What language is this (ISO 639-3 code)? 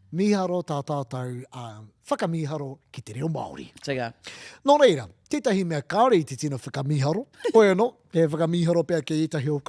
mri